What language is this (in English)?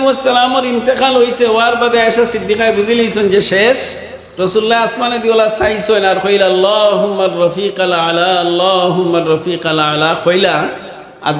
Sylheti